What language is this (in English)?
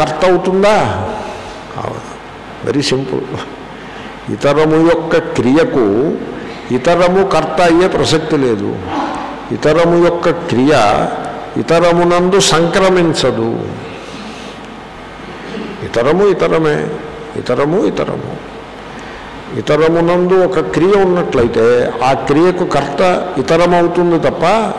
Telugu